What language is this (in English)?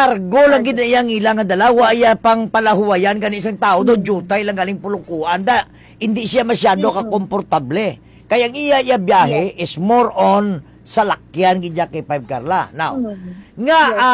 Hiligaynon